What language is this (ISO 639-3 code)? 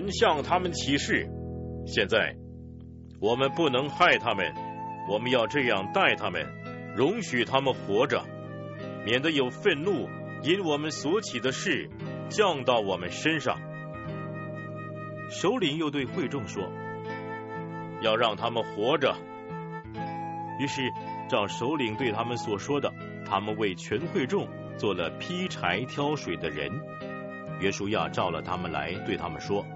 zho